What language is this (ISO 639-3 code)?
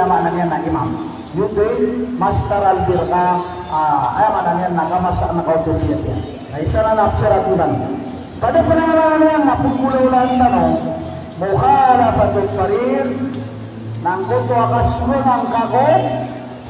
mrw